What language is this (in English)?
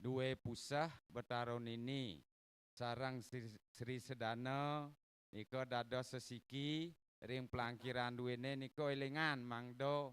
Balinese